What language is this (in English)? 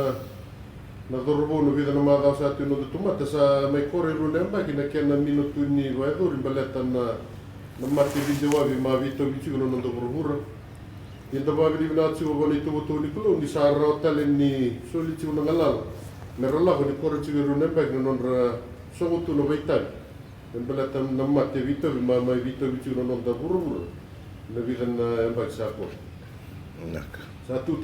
Fijian